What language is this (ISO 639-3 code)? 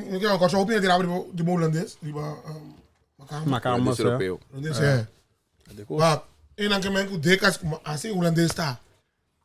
pap